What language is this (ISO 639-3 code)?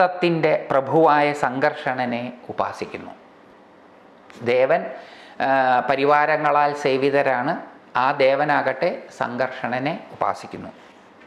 mal